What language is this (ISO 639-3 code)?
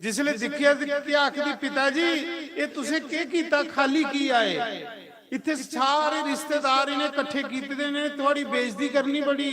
doi